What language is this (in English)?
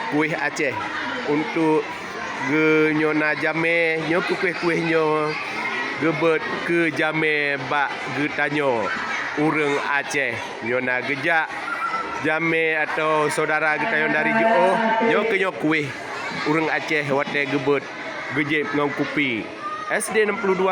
Achinese